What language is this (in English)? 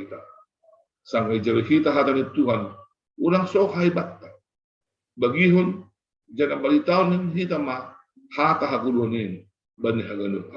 Batak Simalungun